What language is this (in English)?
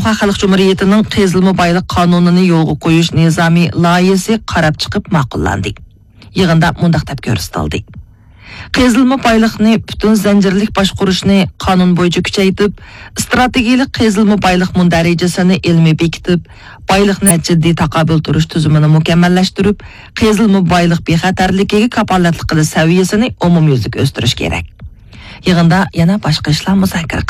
Uyghur